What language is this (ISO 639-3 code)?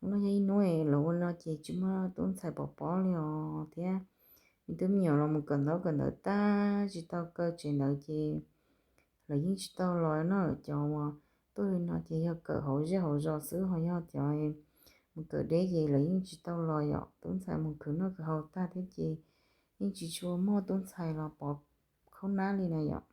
hmn